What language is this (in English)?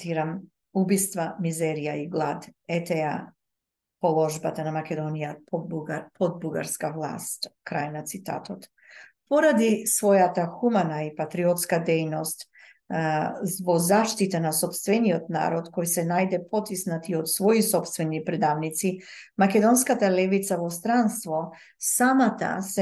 Macedonian